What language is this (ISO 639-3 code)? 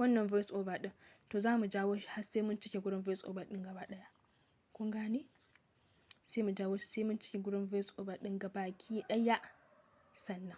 hau